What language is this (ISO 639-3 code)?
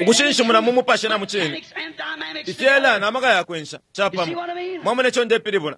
bem